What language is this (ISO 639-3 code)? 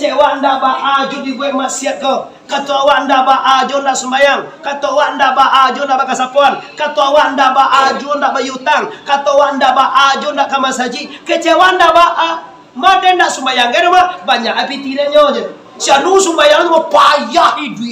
min